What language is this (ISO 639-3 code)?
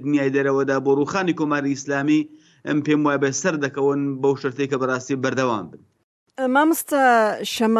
ckb